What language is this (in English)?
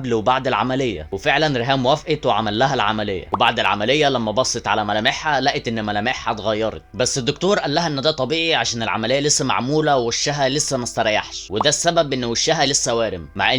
Egyptian Arabic